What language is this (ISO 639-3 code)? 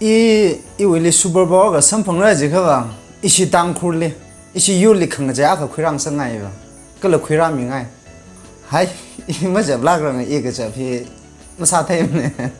nmf